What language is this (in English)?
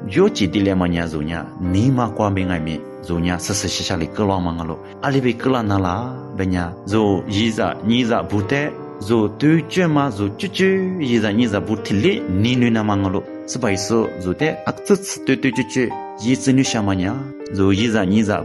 Lisu